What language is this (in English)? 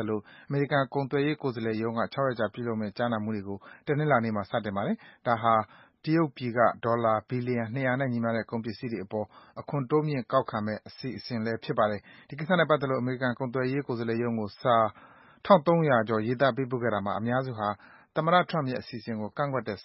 Burmese